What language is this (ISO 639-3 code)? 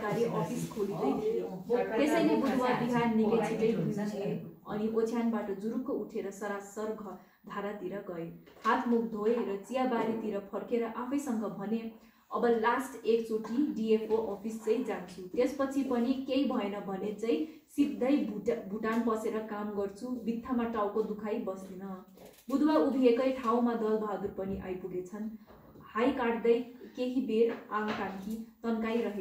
nep